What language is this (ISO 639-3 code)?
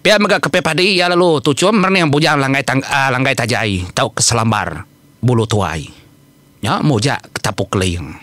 iba